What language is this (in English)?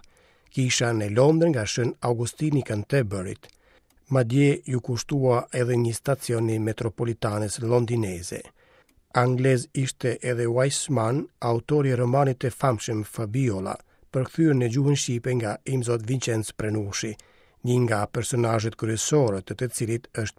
Albanian